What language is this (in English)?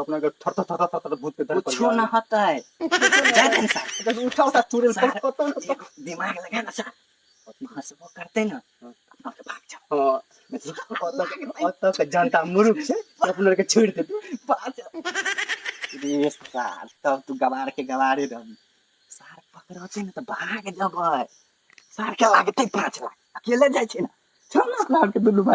Maithili